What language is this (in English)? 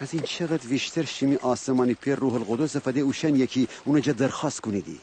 Gilaki